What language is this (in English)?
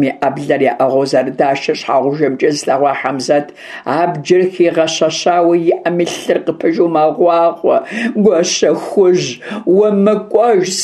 Kabardian